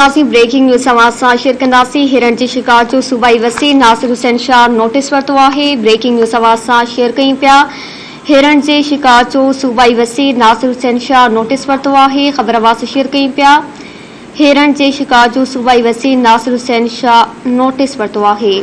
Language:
Sindhi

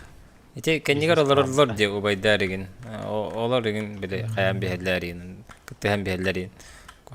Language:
Yakut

